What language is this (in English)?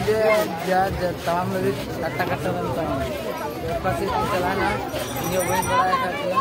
Santali